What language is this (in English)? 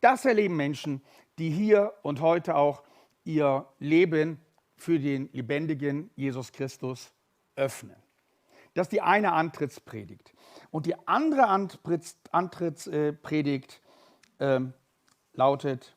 Swiss German